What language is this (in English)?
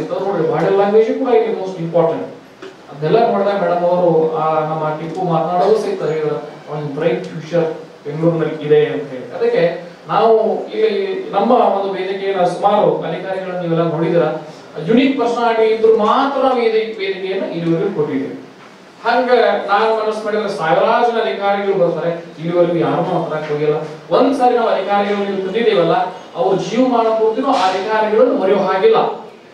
Kannada